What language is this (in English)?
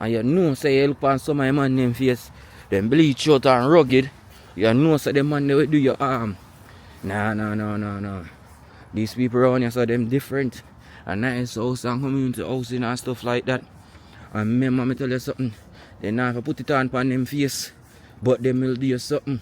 Jamaican Creole English